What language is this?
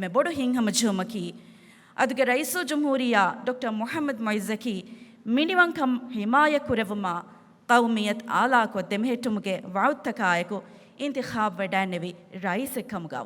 Divehi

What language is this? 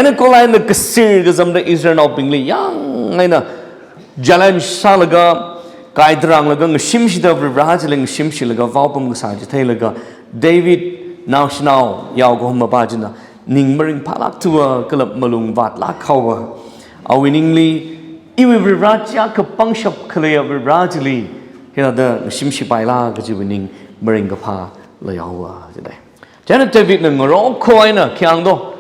Tangkhul Naga (India)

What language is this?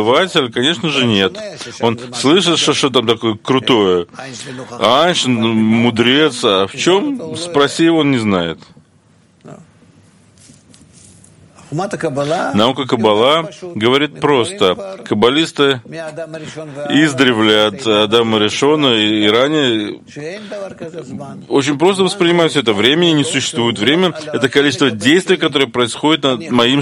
Russian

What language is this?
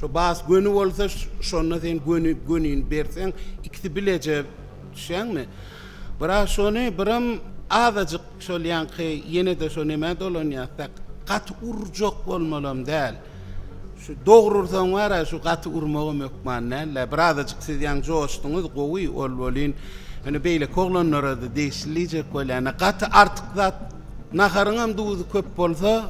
Turkmen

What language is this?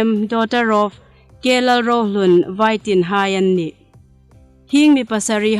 Hmar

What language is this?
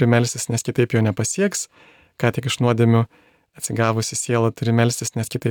Lithuanian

